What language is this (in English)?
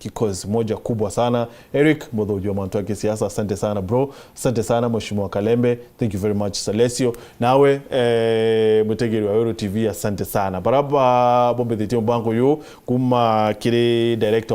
Meru